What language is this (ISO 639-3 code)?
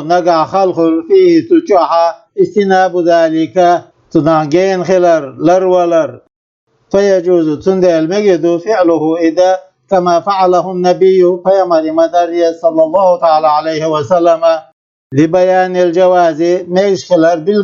che